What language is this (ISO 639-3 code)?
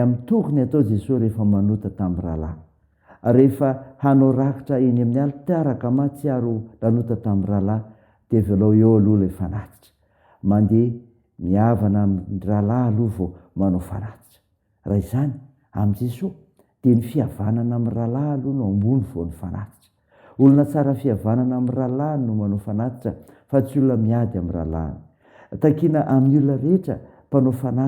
mlg